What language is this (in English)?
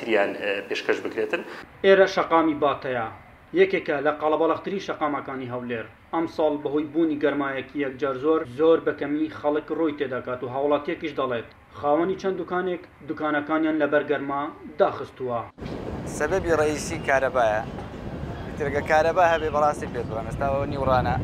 Central Kurdish